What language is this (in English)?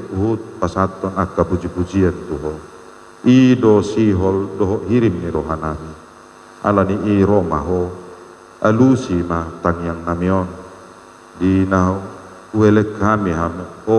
Batak Toba